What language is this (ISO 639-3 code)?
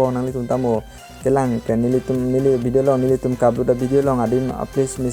mjw